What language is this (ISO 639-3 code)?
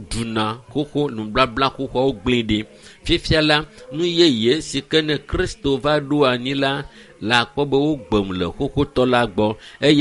ewe